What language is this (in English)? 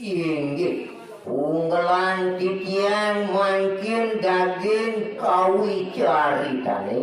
Balinese